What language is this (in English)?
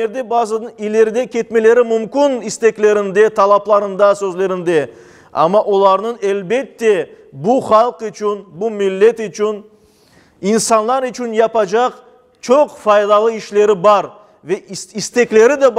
Crimean Tatar